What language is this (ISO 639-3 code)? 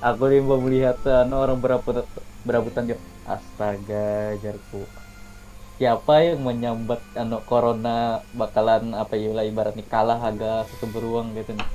bjn